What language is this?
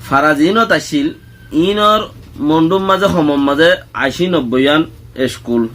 Rohingya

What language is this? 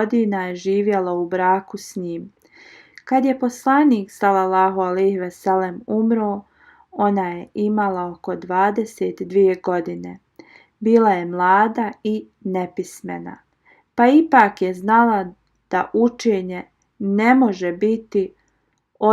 Bosnian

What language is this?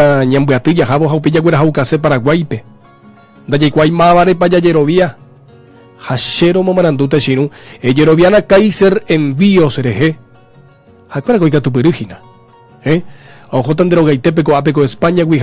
Guarani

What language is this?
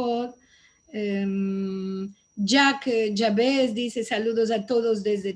Ladino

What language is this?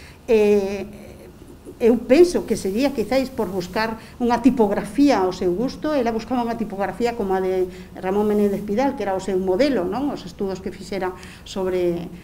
Galician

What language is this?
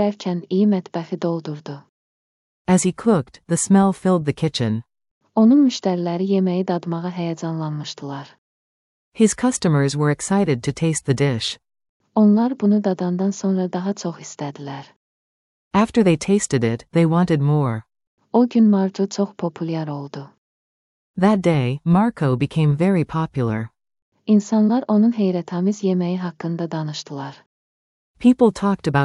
Azerbaijani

